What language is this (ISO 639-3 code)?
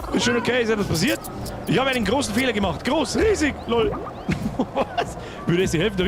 bar